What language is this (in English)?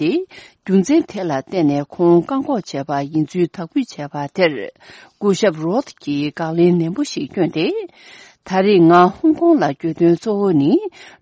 Tibetan